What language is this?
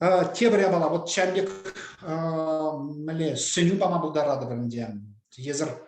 Chuvash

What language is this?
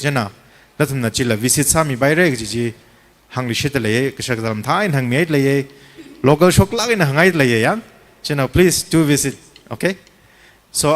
Tangkhul Naga (India)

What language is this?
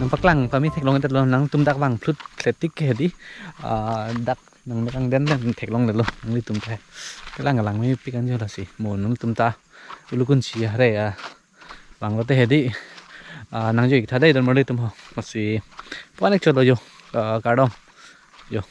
Karbi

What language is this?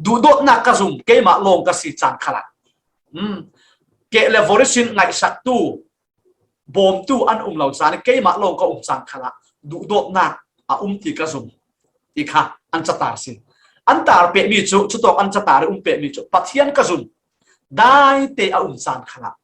Falam Chin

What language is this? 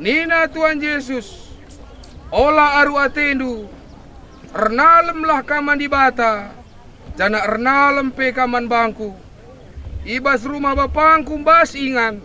Batak Karo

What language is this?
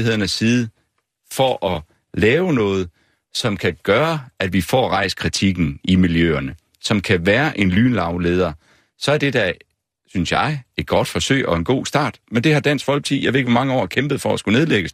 Danish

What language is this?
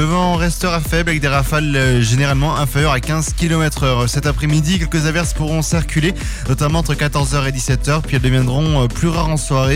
French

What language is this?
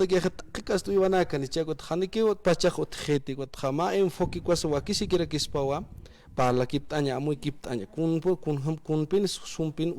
Aymara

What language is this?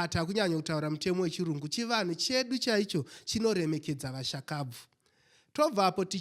Shona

